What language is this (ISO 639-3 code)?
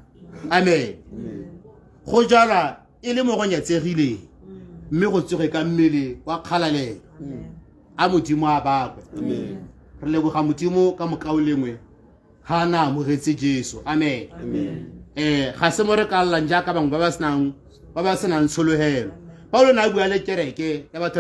tsn